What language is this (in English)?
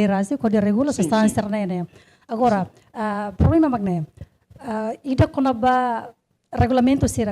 Tetum